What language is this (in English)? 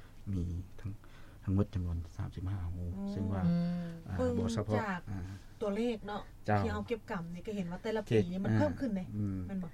Lao